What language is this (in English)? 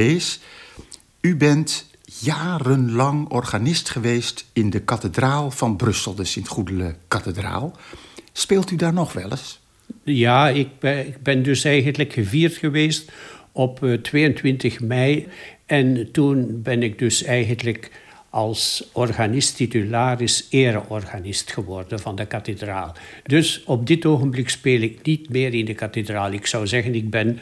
Dutch